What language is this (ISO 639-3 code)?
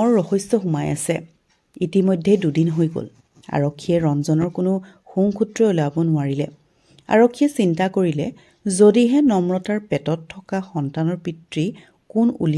asm